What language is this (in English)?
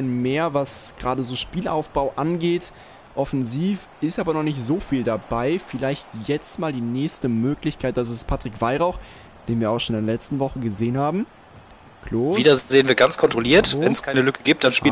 German